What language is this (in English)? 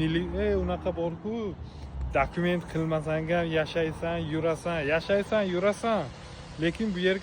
Uzbek